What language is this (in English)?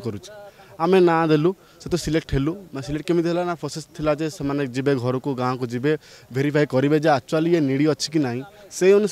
Odia